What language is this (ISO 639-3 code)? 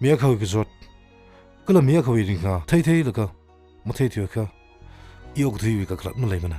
nmf